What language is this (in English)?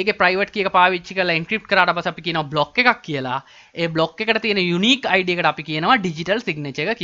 Sinhala